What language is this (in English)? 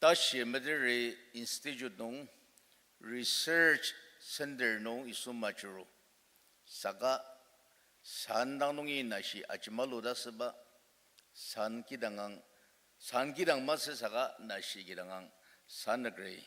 Ao Naga